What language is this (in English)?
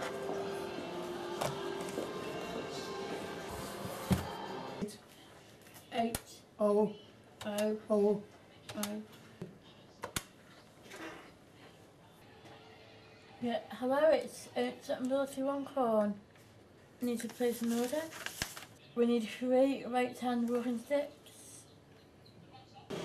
English